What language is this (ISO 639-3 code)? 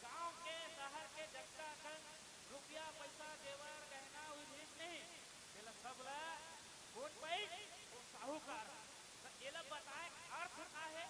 hne